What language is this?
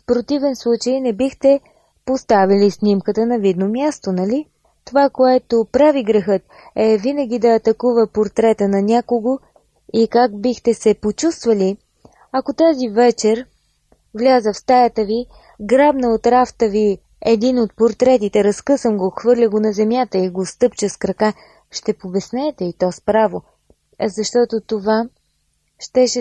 Bulgarian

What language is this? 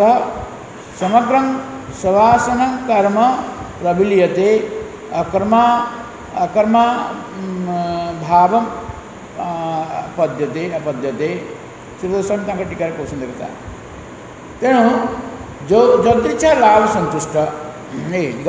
Odia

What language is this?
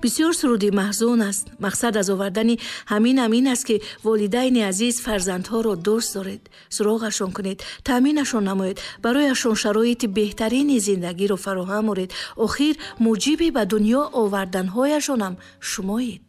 Tajik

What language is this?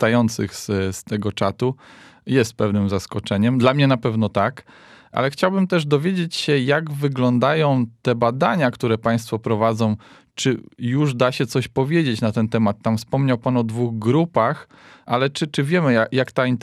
Polish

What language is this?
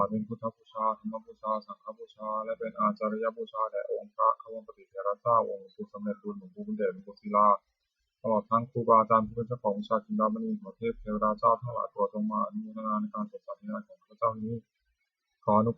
Pali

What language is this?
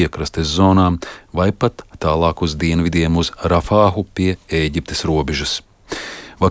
Latvian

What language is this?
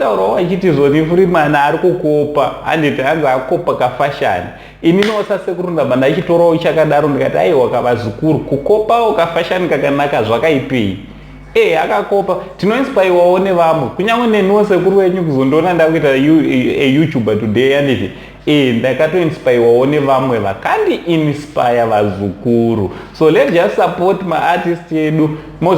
Shona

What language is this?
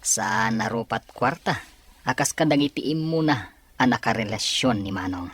Iloko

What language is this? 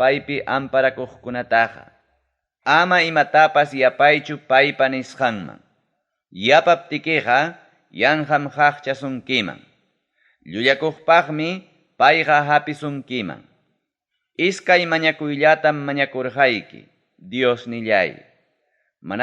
Ayacucho Quechua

